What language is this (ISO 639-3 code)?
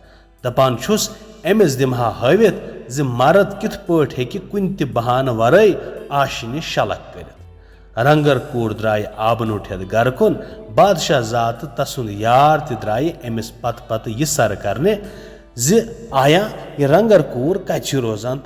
kas